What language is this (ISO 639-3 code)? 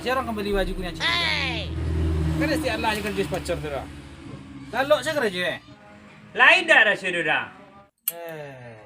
min